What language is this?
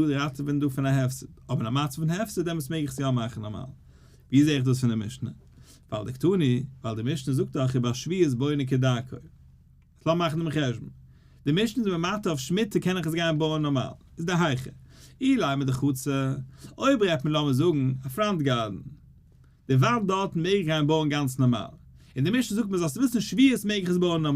Yiddish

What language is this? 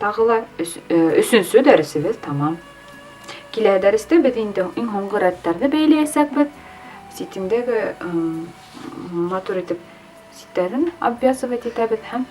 Bashkir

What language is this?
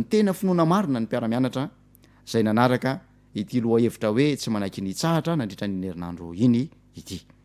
Malagasy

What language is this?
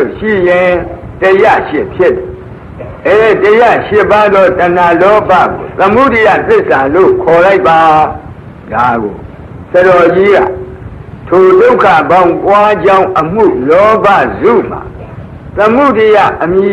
Burmese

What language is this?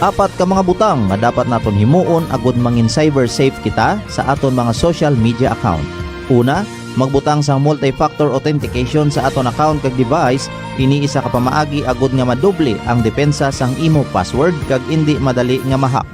Hiligaynon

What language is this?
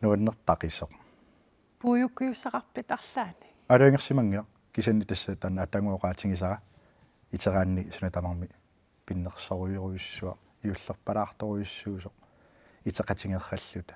Kalaallisut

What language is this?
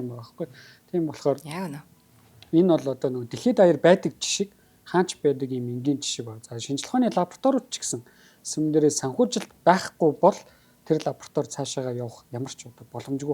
Mongolian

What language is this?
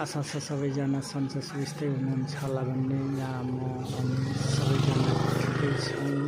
Nepali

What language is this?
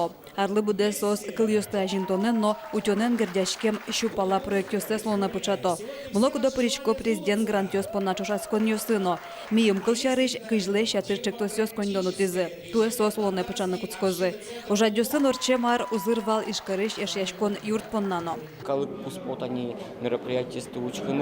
Udmurt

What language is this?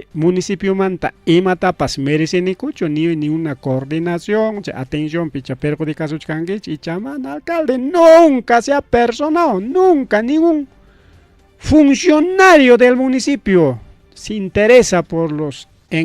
Ayacucho Quechua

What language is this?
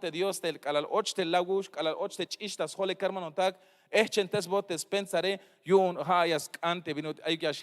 Tzeltal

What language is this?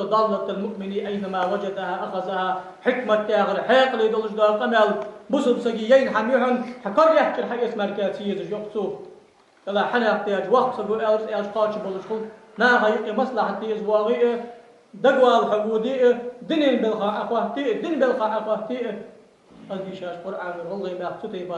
Ingush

